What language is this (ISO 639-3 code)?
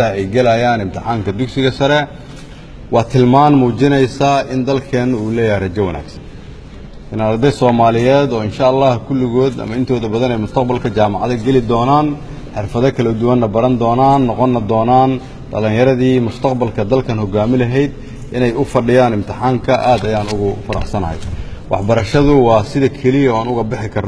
som